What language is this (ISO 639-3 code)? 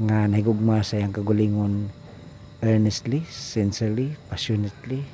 ceb